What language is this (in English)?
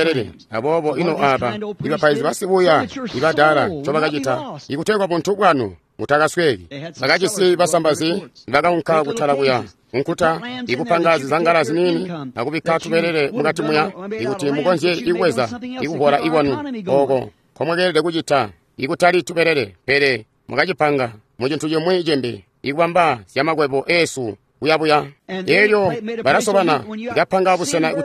Tonga (Zambia)